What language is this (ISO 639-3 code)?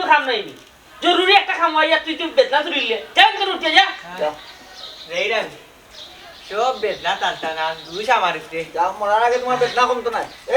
syl